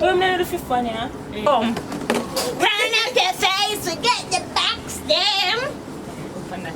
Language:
Jamaican Creole English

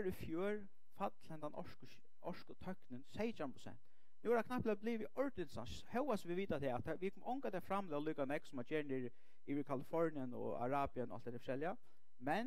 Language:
Faroese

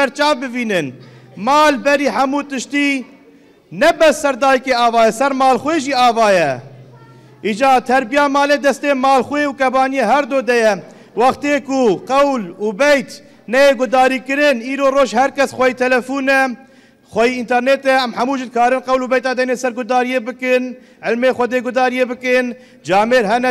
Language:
Kurdish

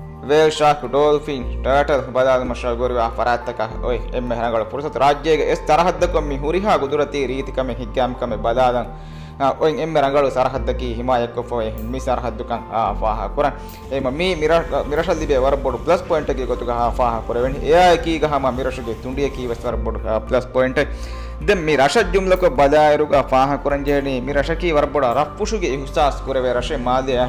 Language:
Divehi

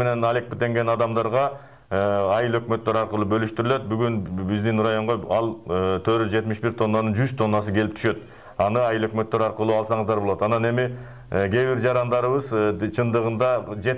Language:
Kyrgyz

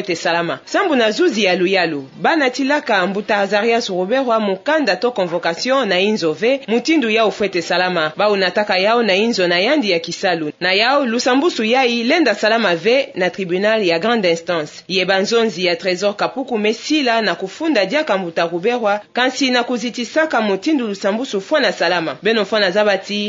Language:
Kituba (Democratic Republic of Congo)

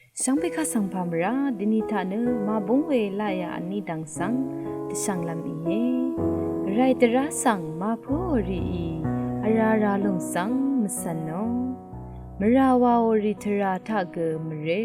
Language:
Rawang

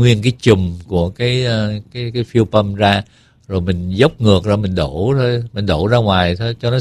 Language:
Vietnamese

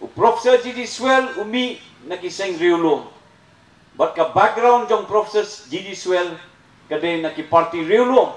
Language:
Khasi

